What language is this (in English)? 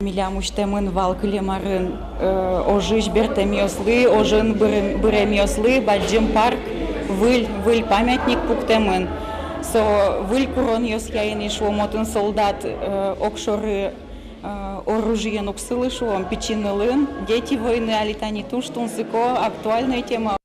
Udmurt